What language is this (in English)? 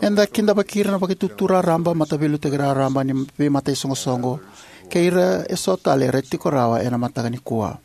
Fijian